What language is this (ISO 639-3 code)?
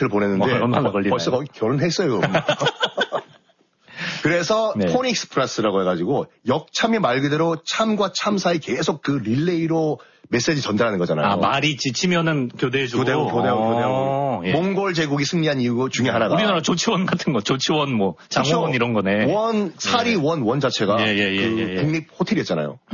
kor